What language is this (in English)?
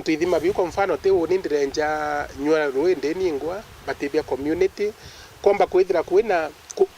Meru